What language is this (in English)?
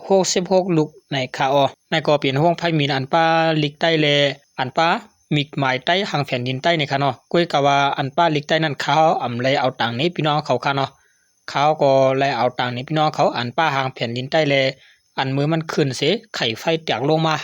Shan